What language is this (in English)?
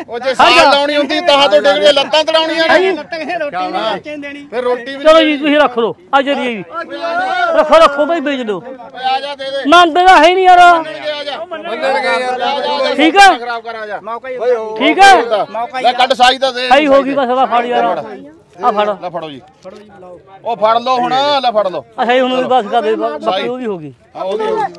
Punjabi